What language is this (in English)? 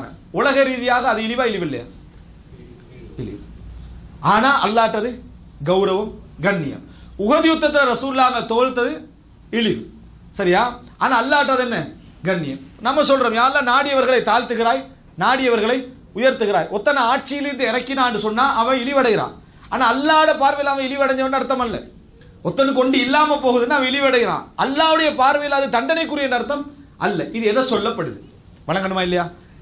Tamil